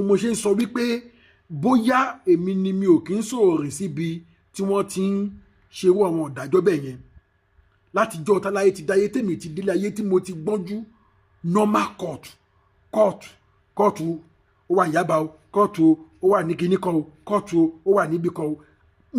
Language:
Yoruba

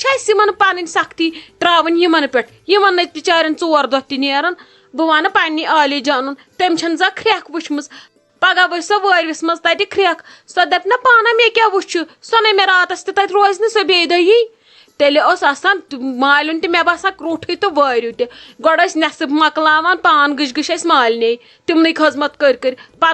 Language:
Kashmiri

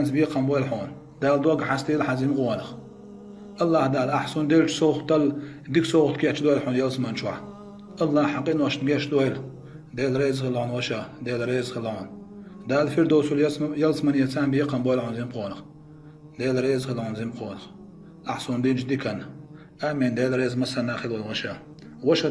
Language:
Chechen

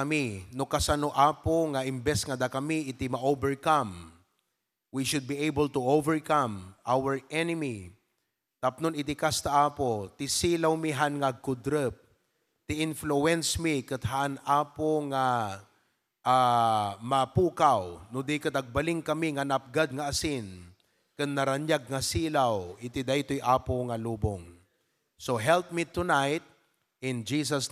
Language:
Iloko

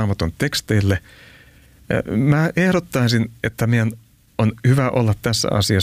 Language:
Finnish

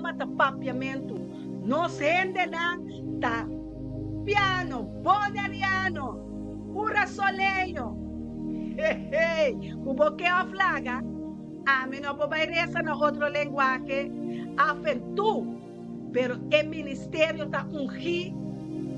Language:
Papiamento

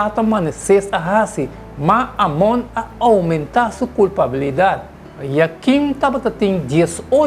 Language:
Papiamento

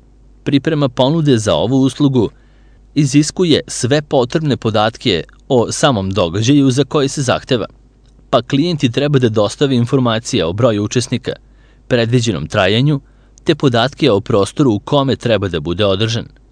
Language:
Serbian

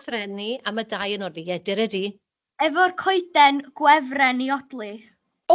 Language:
Welsh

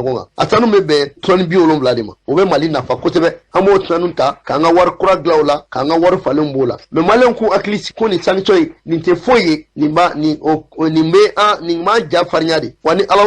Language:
Bambara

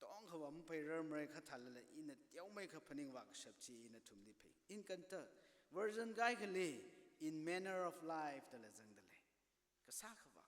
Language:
Tangkhul Naga (India)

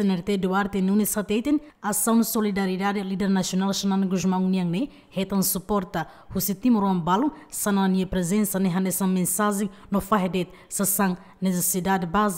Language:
Tetum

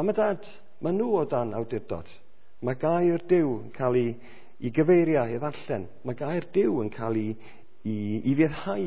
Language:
Welsh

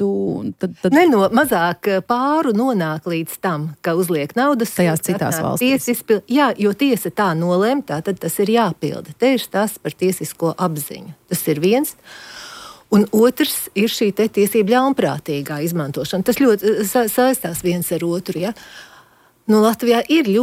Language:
Latvian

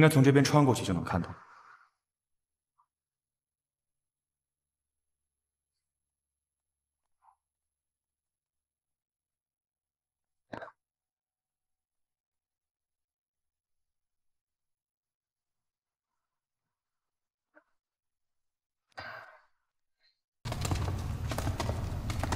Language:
Chinese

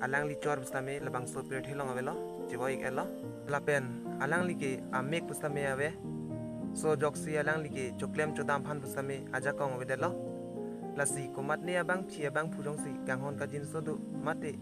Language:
Karbi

